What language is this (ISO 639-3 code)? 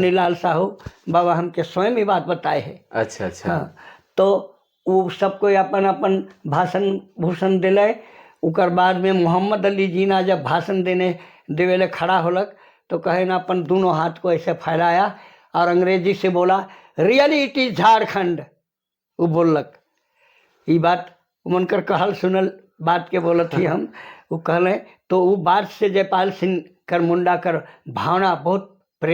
sck